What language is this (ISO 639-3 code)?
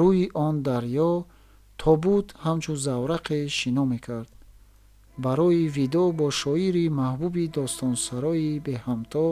tgk